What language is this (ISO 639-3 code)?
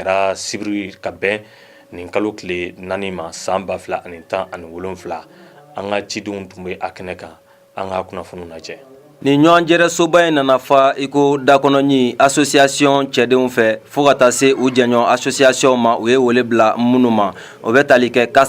bam